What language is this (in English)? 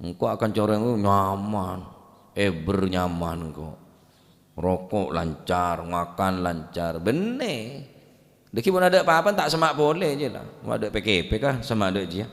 Madurese